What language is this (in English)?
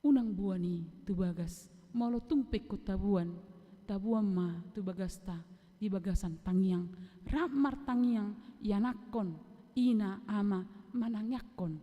Batak Toba